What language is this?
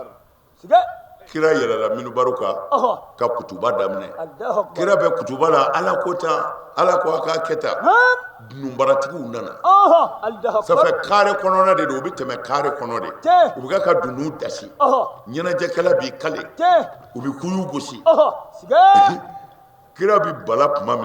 Bambara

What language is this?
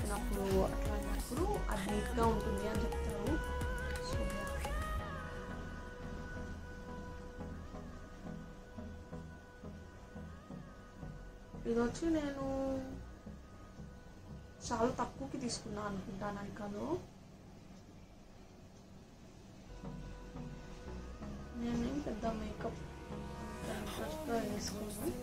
Telugu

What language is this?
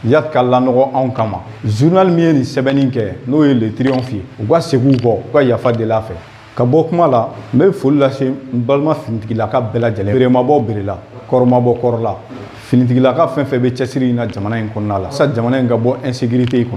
Bambara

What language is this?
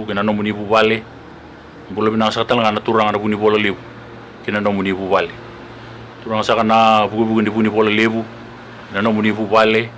Fijian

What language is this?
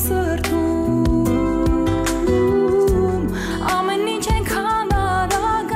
Kazakh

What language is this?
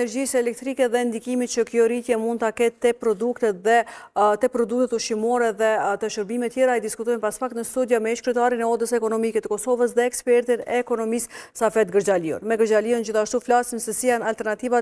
Albanian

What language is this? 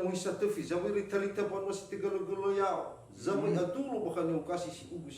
Nias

